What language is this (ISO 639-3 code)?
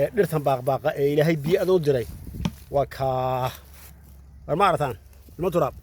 som